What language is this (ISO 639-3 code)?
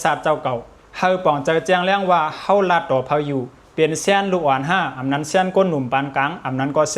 shn